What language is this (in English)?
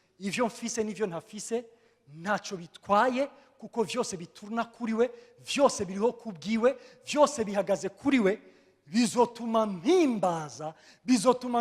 Rundi